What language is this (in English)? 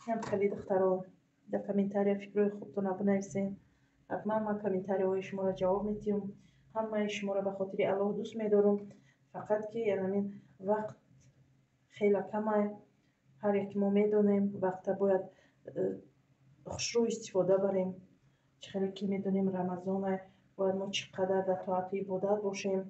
Tajik